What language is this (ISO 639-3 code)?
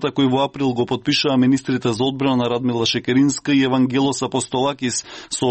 mkd